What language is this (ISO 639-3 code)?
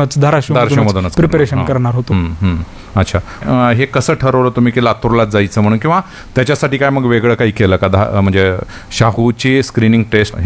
mar